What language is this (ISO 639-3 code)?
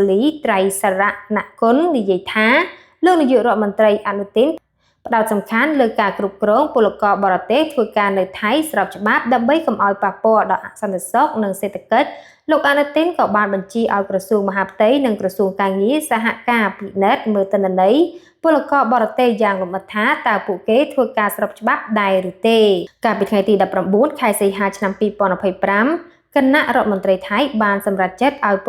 khm